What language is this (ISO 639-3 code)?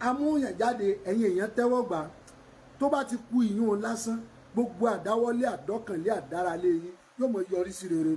yor